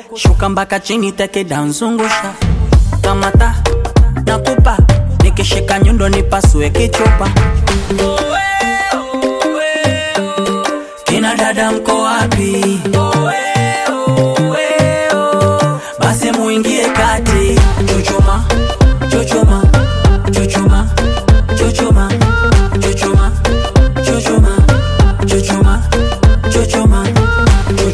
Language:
Swahili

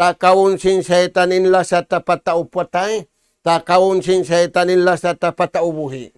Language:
Tausug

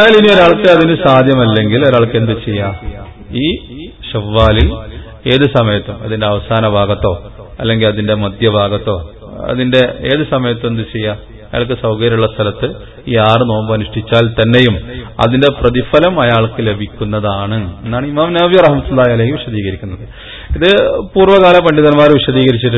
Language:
Malayalam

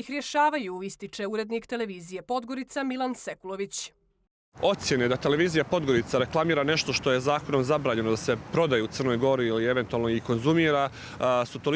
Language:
Bosnian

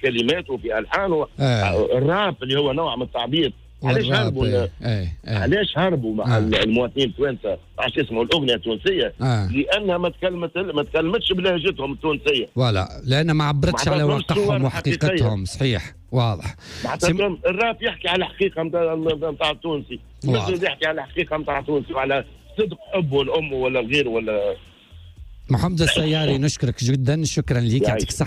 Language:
Tunisian Arabic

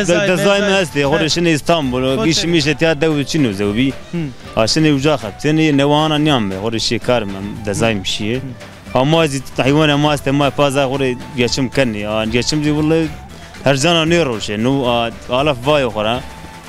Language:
Zaza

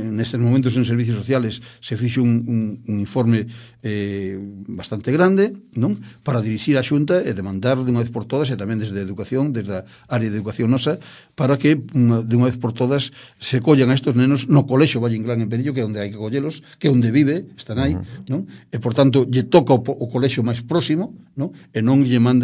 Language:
Galician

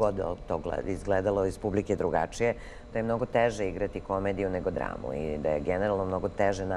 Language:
Serbian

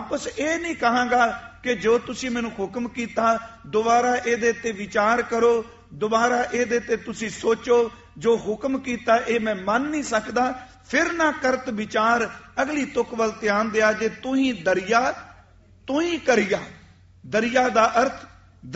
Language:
Punjabi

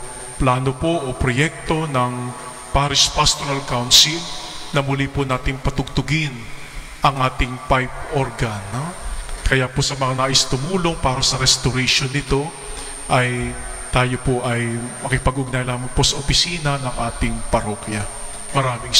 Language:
Filipino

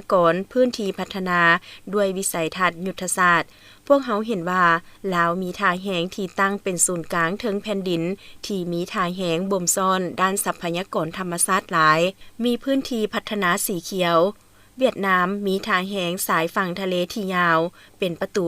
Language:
Lao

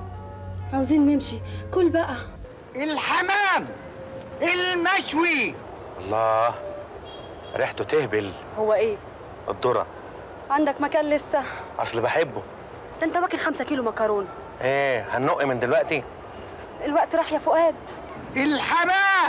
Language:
Egyptian Arabic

